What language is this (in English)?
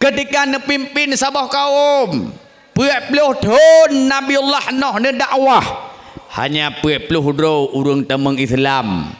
Achinese